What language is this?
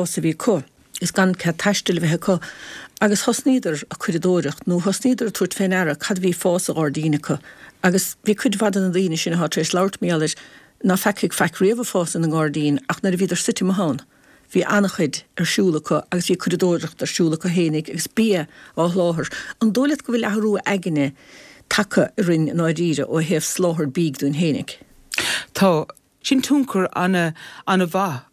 Irish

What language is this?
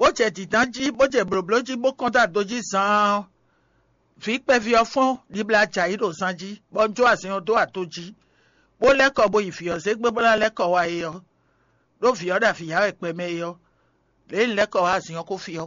Fon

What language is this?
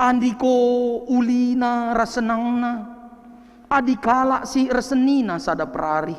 Batak Karo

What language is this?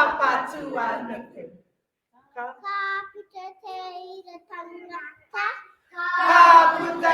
Māori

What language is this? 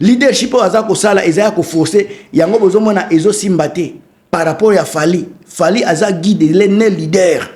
Lingala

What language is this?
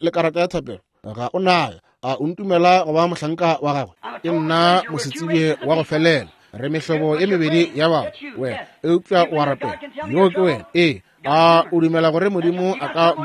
Northern Sotho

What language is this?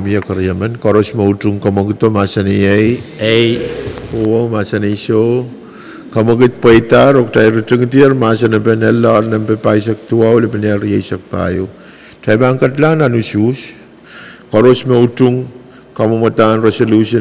Pohnpeian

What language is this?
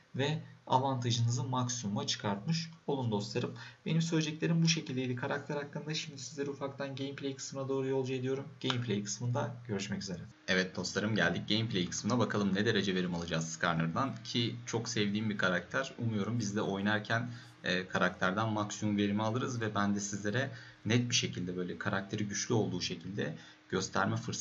Turkish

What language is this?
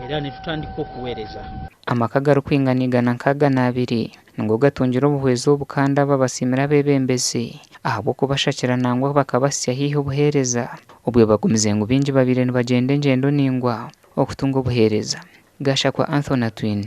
Nyankole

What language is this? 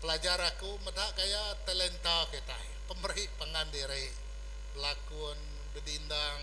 Iban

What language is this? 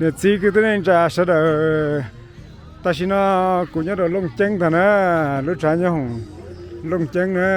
Hmong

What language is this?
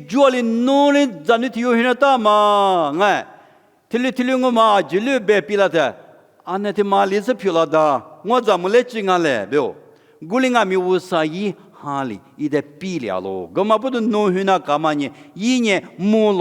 Lisu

